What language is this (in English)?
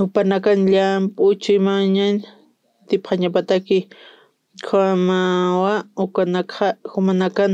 Aymara